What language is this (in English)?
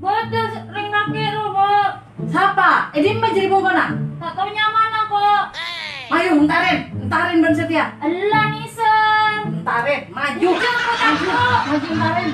Madurese